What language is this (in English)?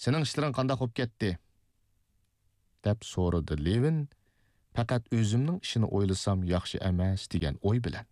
Uyghur